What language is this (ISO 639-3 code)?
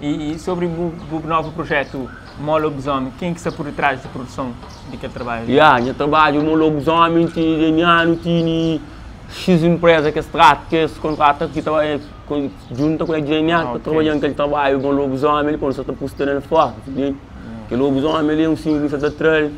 kea